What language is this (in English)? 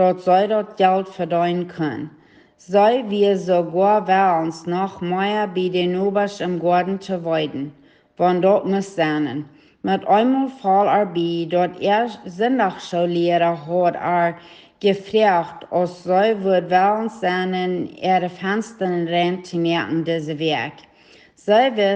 Plautdietsch